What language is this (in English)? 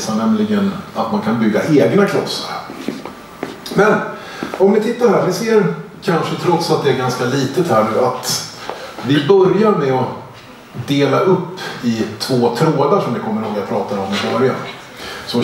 Swedish